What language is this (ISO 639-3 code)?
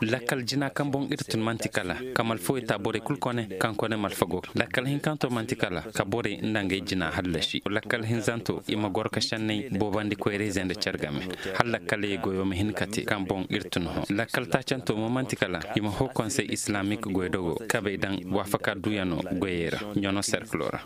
ses